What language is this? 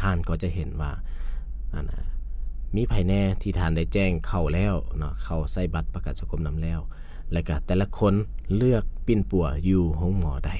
Lao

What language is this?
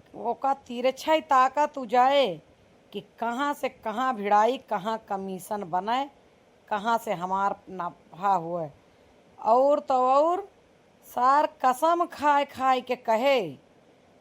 Awadhi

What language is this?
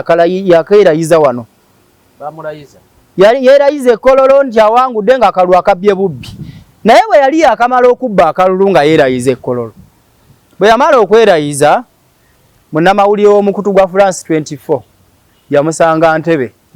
Ganda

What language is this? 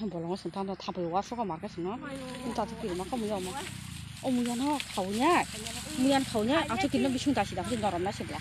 Kok Borok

